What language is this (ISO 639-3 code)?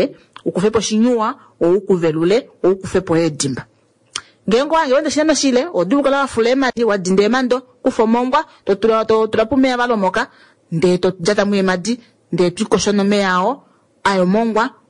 kua